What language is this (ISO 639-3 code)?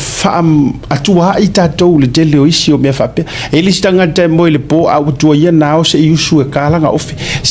smo